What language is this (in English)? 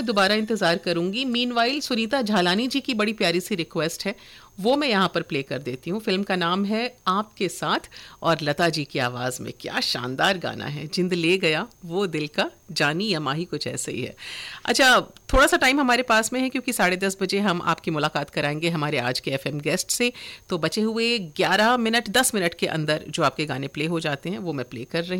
Hindi